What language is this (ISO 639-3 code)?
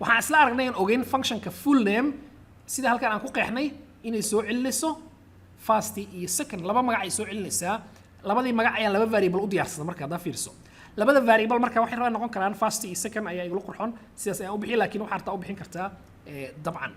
som